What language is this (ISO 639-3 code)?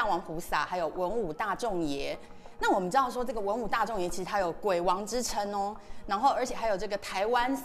zho